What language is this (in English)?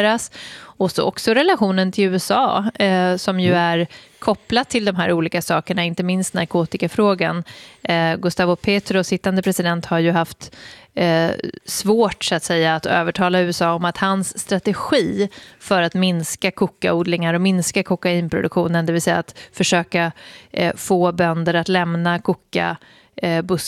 Swedish